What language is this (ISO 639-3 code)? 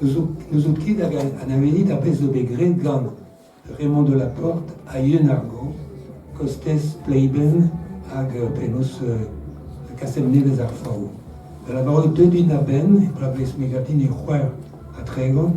bre